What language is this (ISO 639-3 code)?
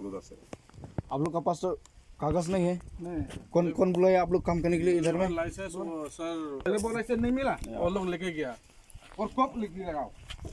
kha